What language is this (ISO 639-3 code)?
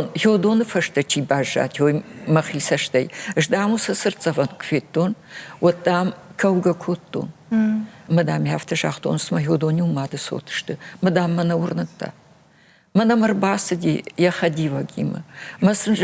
oss